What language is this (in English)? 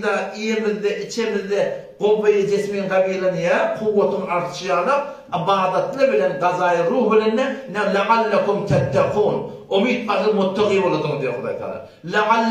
Turkmen